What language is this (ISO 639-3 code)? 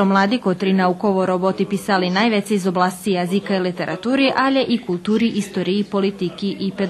rue